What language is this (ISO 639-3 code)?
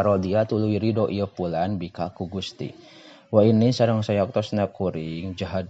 sun